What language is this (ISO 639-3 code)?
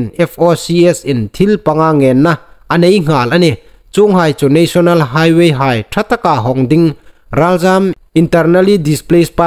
hmr